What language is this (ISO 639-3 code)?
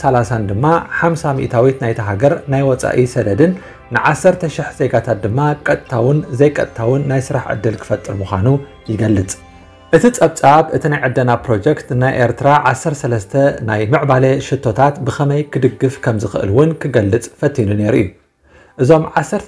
tir